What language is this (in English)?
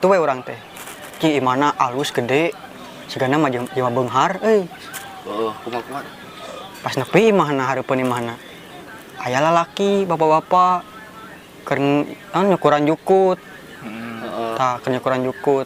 Sundanese